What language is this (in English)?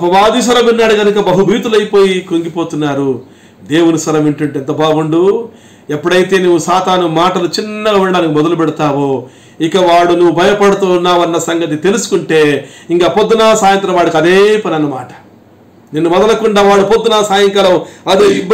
Telugu